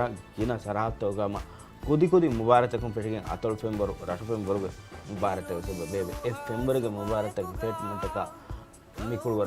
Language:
Divehi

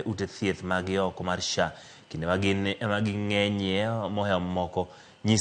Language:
Luo (Kenya and Tanzania)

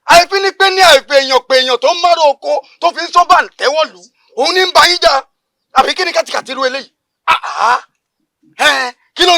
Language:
Yoruba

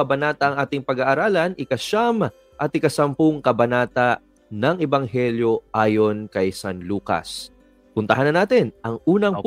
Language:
Filipino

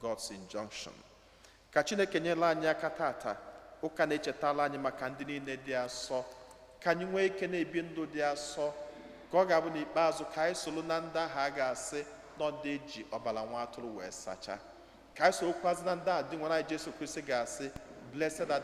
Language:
Igbo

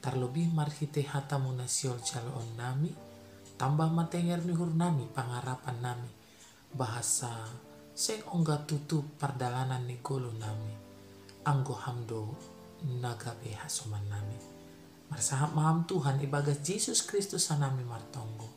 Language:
Batak Simalungun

